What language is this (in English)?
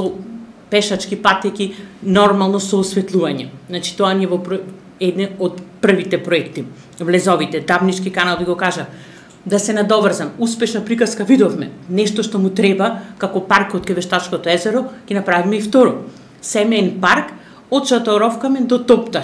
Macedonian